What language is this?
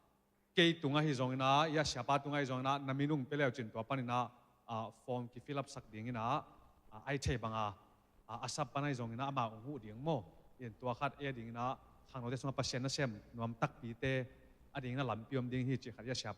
Tedim Chin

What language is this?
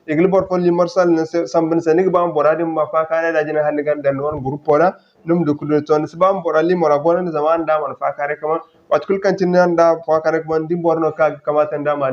Zarma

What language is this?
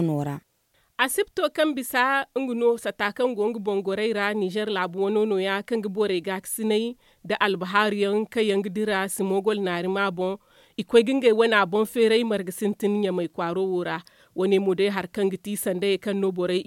Zarma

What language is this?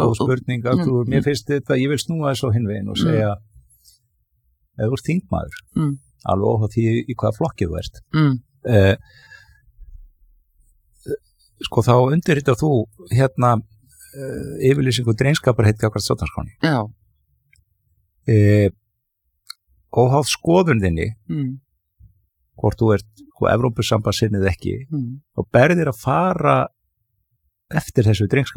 Icelandic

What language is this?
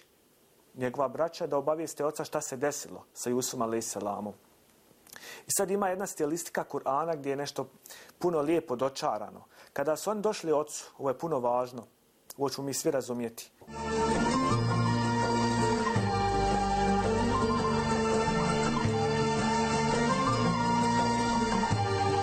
Bosnian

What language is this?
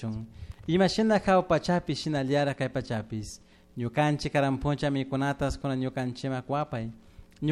Chimborazo Highland Quichua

